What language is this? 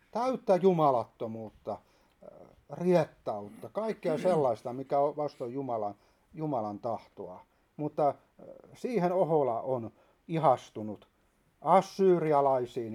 Finnish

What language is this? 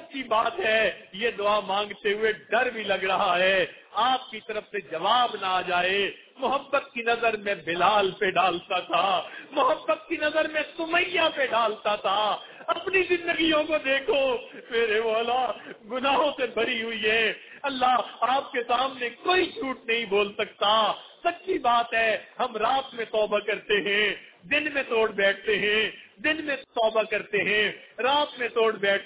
Urdu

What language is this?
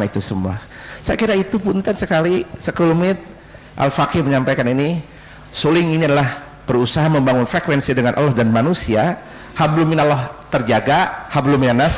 Indonesian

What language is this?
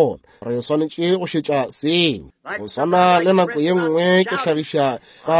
Northern Sotho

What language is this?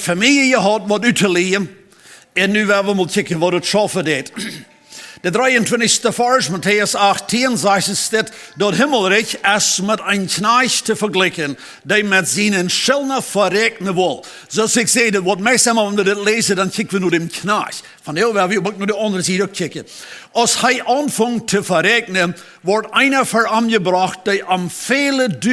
Plautdietsch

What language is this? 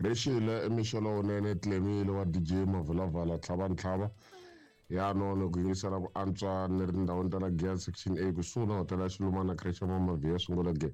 Tsonga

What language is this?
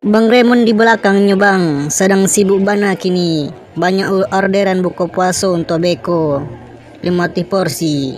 Minangkabau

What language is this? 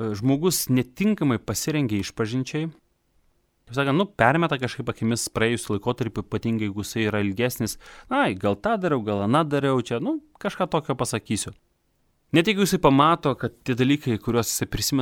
Lithuanian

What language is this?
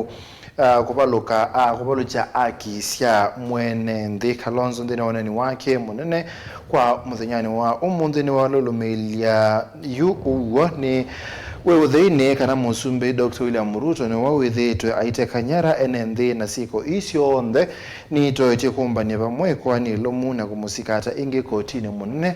Kamba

